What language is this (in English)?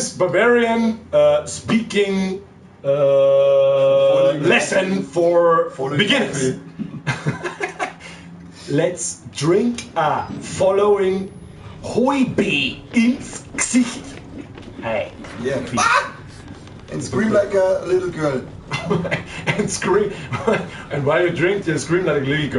Bavarian